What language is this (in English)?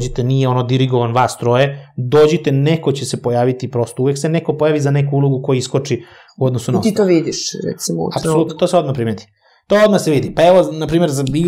Serbian